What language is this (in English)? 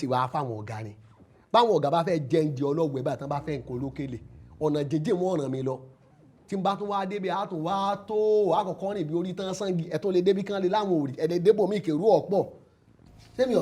Yoruba